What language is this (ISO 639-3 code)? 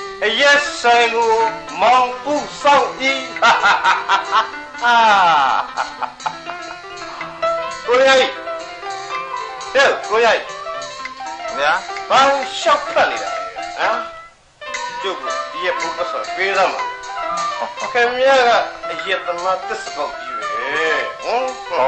mya